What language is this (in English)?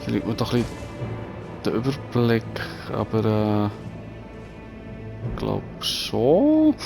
Swiss German